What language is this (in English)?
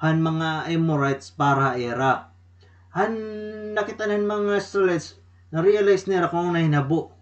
Waray